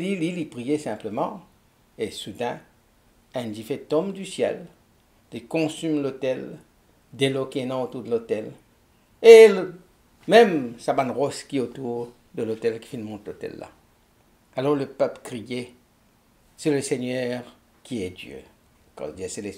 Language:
Morisyen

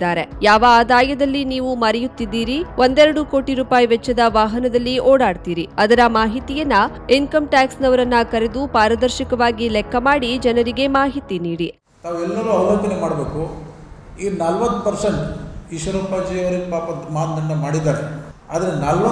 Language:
Kannada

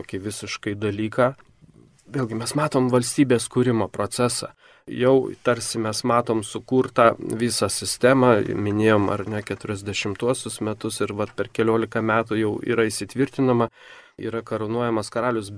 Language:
Lithuanian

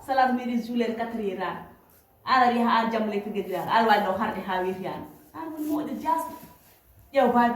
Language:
Fula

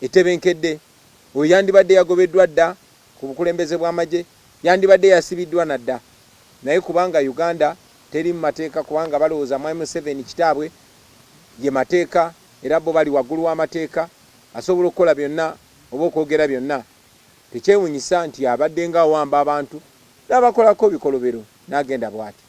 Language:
Ganda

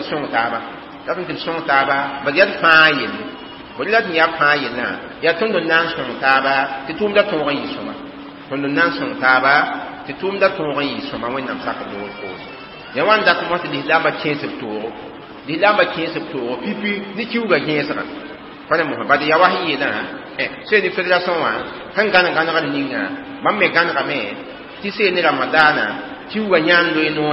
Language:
Mossi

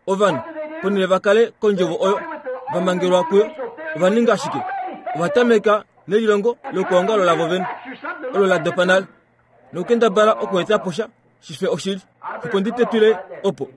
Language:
Kuanyama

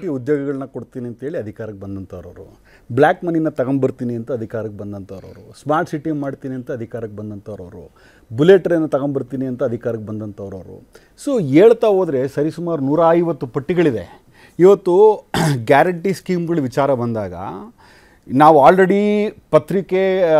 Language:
Kannada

